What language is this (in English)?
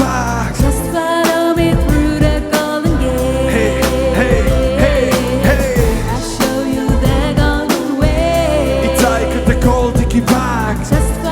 Swiss German